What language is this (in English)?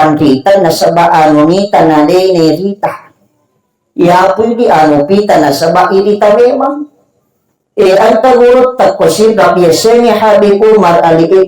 Buginese